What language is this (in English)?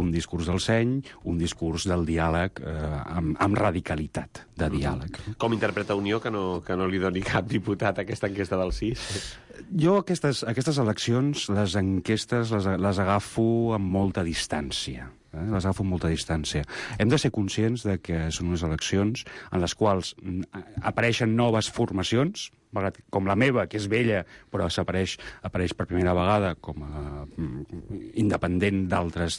Catalan